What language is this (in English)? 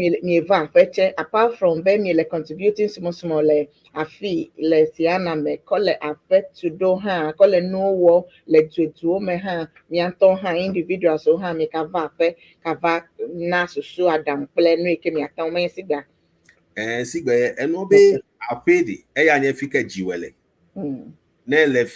Ewe